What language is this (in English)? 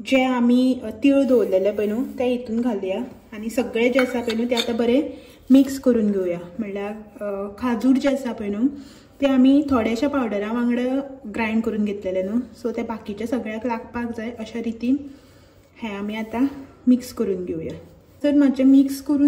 Konkani